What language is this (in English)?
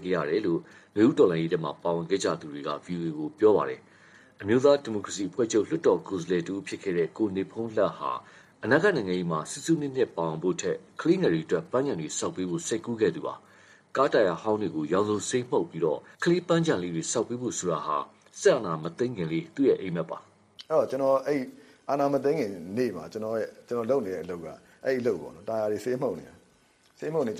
Burmese